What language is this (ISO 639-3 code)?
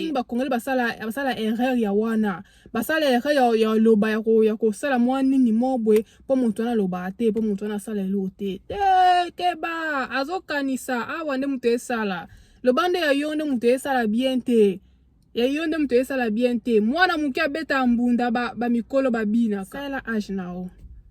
lin